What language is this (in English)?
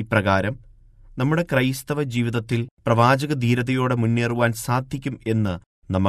Malayalam